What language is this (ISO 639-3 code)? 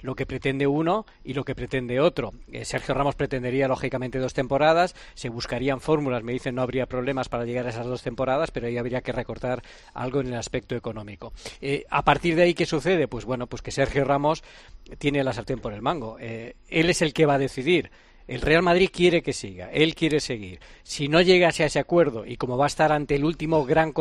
spa